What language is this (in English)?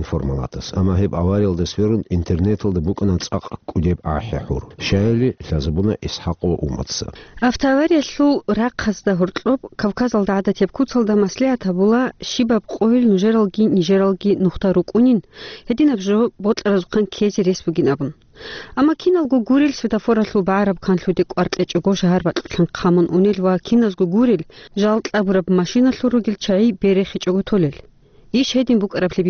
Avaric